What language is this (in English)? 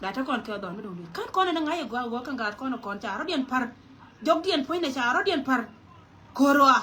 Nuer